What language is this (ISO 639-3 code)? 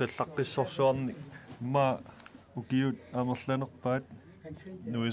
kal